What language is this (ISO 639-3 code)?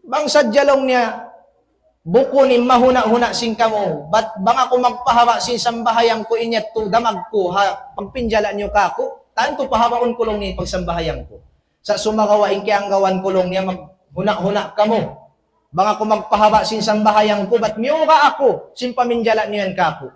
tsg